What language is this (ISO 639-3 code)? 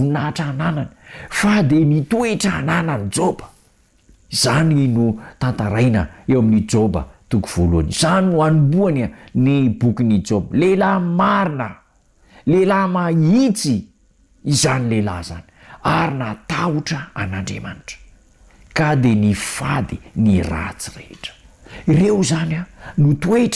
mlg